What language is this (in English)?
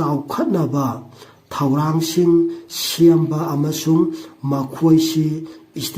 Manipuri